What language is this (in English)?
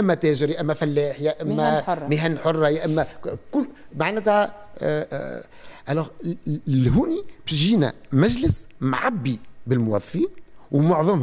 Tunisian Arabic